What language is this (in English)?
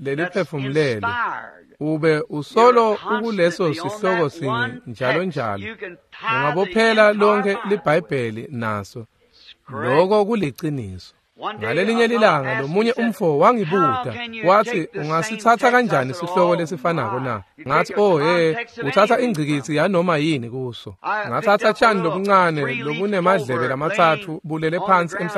Swati